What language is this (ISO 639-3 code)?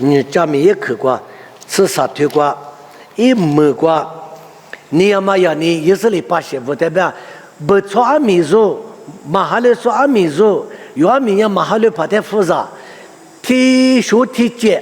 lis